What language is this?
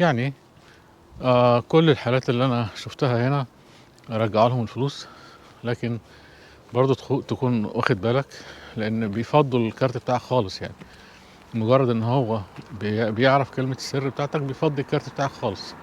Egyptian Arabic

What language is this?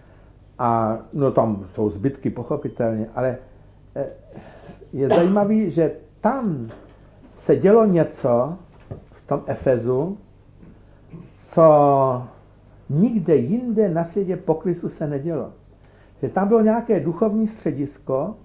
Czech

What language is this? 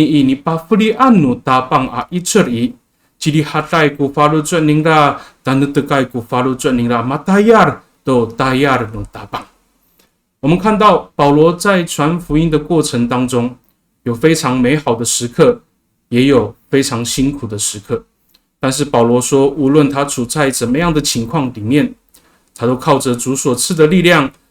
Amis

